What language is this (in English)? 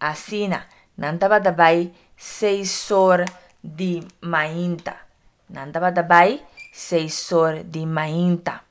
Papiamento